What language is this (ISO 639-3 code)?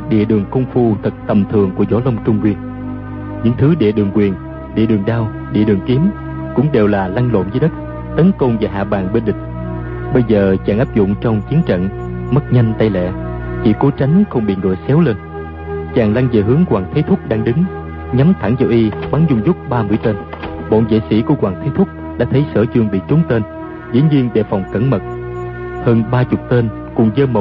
vie